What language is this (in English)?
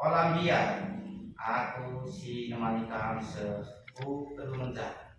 Batak Karo